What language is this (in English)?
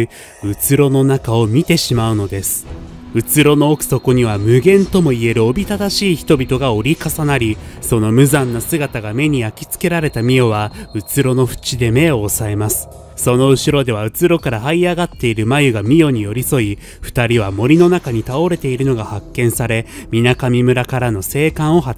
Japanese